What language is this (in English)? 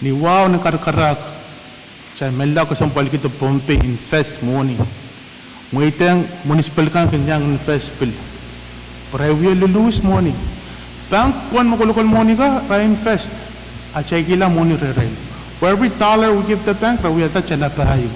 Pohnpeian